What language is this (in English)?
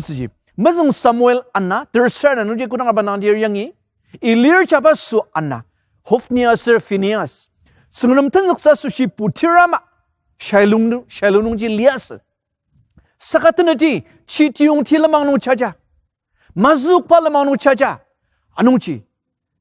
Ao Naga